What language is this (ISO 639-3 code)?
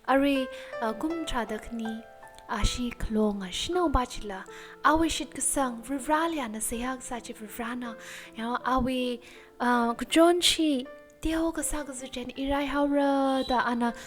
nmf